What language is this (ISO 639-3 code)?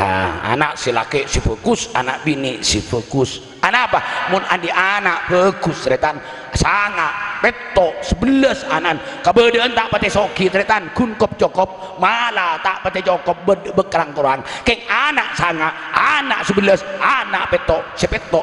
mad